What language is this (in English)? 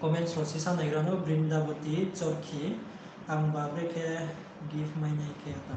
Riang (India)